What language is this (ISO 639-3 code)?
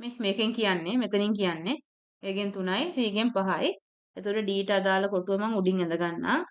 sin